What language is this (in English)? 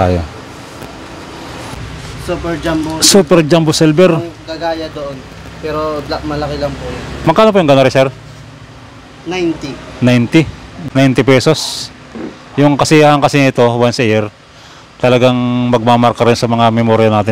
Filipino